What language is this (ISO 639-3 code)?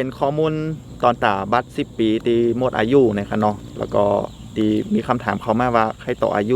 shn